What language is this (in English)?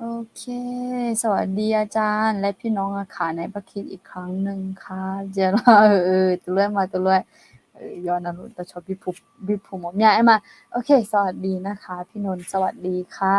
Akha